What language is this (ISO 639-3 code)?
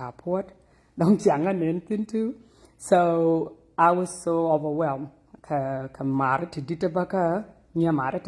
nus